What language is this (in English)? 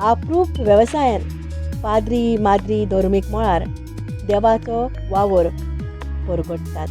Konkani